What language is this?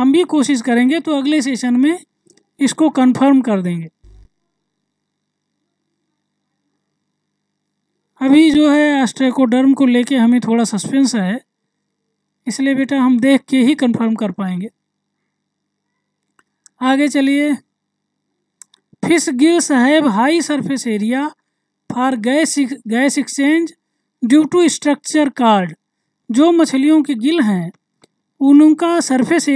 Hindi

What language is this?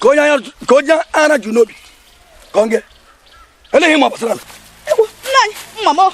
Igbo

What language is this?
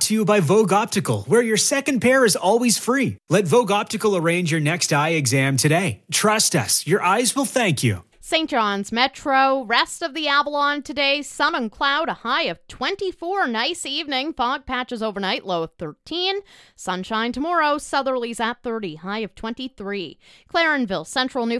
English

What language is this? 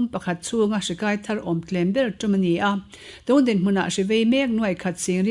Mizo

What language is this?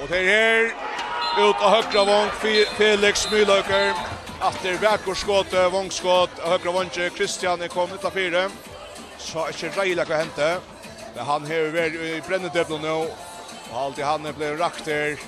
Faroese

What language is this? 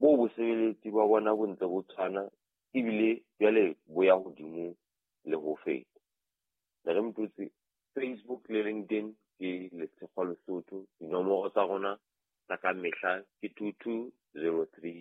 Southern Sotho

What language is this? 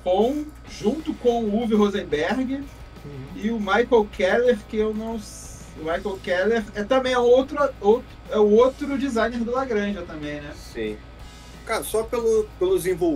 Portuguese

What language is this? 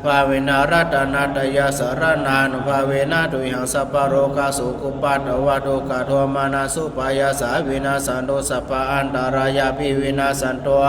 Pali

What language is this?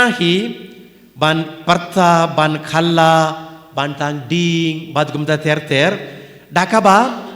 Khasi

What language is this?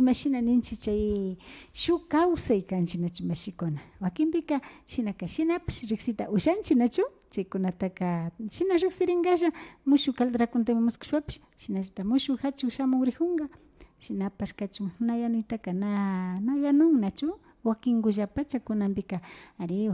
Imbabura Highland Quichua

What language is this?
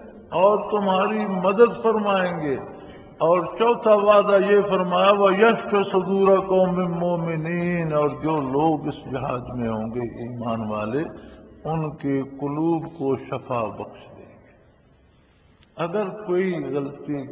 Urdu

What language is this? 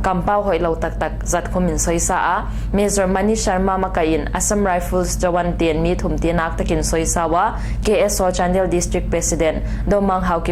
Paite Chin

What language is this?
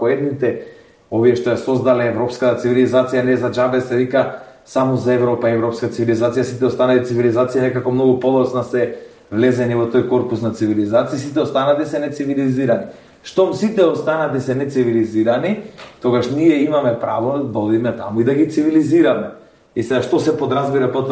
Macedonian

